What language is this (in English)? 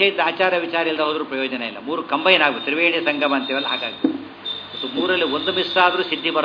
Kannada